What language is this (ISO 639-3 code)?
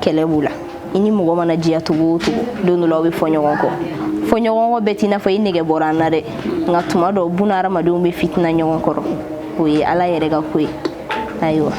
bam